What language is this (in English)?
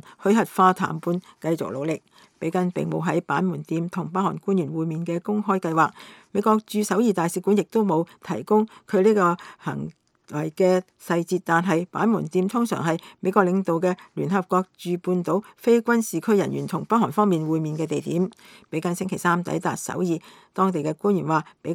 Cantonese